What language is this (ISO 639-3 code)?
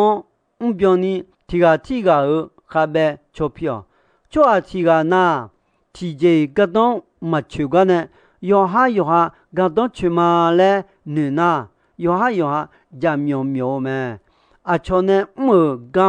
ahk